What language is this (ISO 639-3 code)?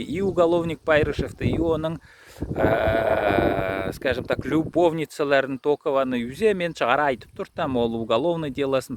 alt